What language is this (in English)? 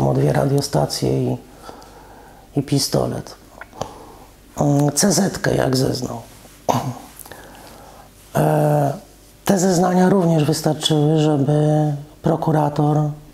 Polish